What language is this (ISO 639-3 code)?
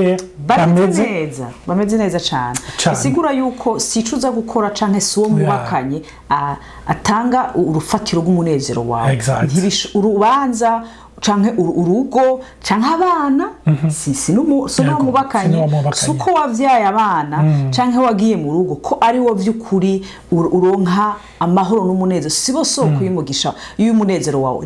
run